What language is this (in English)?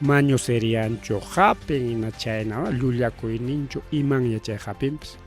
Ayacucho Quechua